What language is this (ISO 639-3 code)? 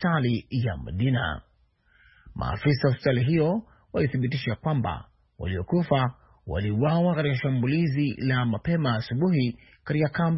swa